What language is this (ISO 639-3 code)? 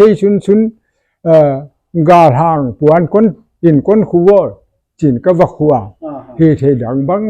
pck